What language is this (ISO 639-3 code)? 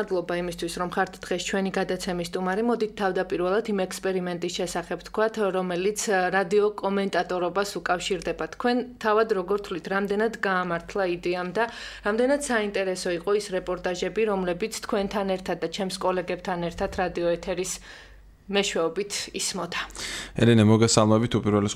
kat